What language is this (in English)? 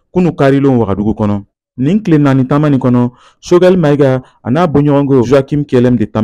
Bambara